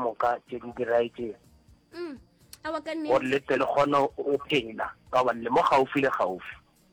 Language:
Northern Sotho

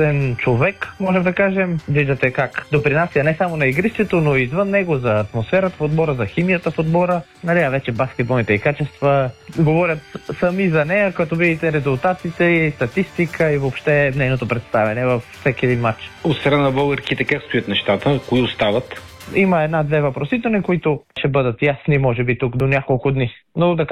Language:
Bulgarian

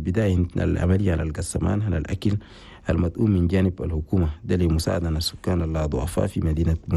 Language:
Chadian Arabic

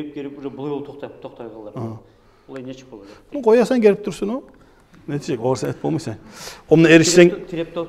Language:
Kumyk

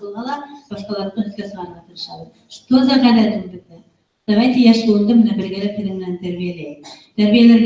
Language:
Bashkir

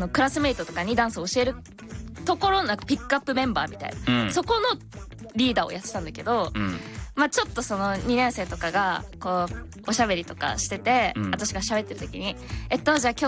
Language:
Japanese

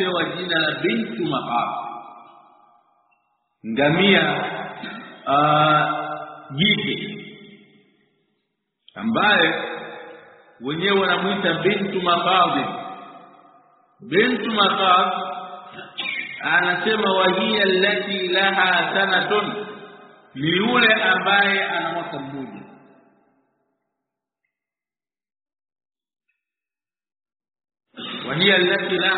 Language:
Swahili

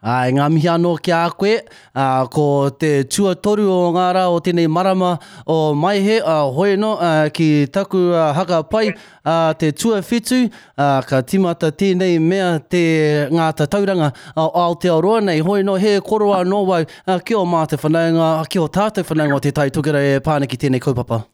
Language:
Māori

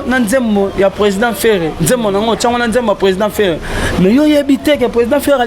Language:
Lingala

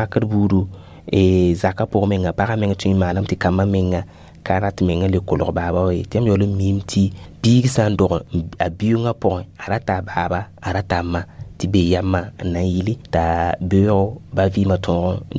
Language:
Mossi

